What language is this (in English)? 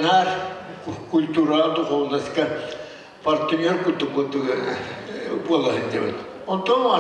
Yakut